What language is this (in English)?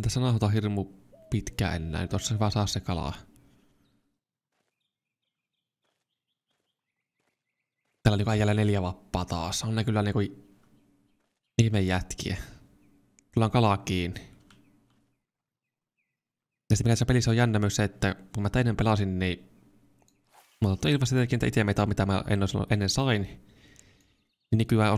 Finnish